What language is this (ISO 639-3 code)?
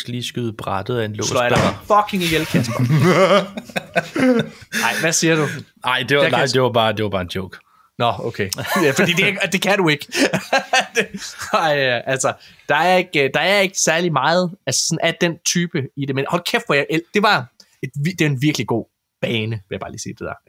dan